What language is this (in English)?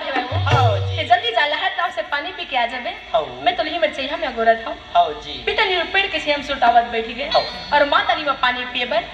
Chhattisgarhi